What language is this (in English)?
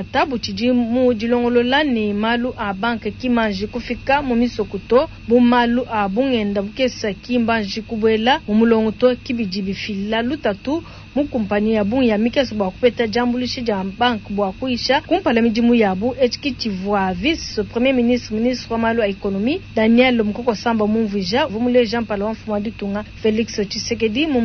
Luba-Lulua